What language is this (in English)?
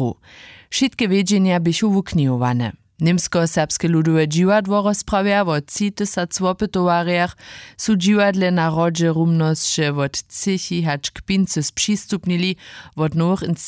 Upper Sorbian